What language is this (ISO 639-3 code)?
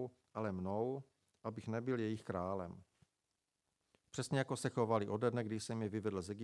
ces